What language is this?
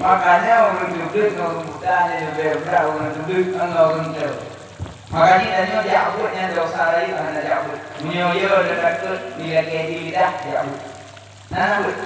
Achinese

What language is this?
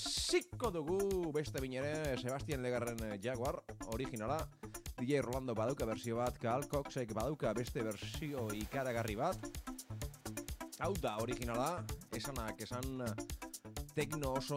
Basque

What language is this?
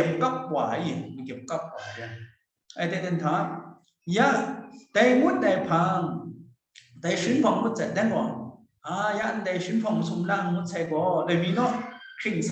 Kachin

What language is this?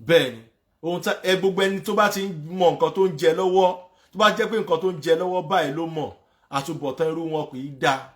Yoruba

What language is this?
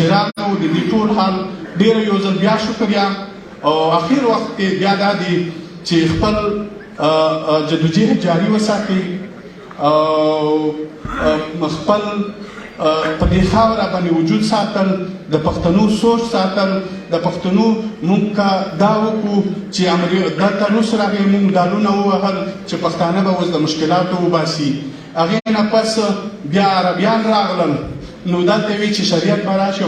Pashto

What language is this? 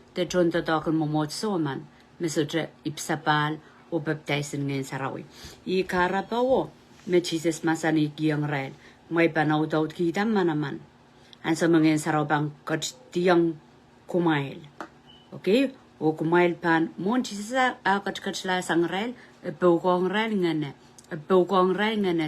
Pohnpeian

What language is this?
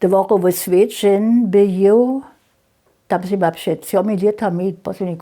Upper Sorbian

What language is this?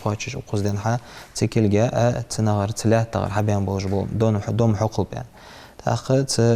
Ingush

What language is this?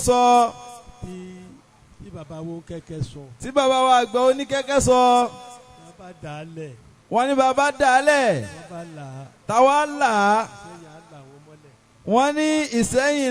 Yoruba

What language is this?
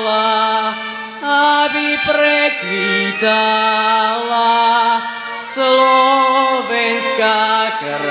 Slovak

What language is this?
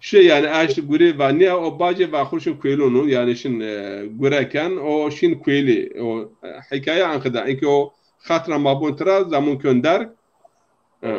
Zaza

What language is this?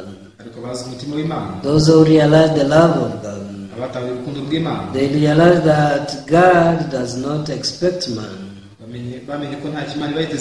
Kinyarwanda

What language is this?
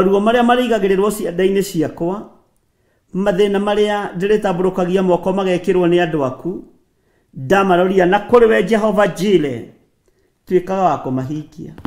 Kikuyu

